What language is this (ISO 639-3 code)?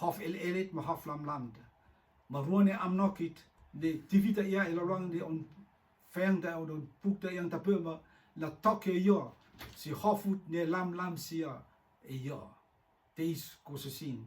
rtm